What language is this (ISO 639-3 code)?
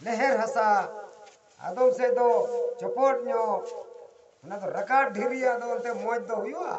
sat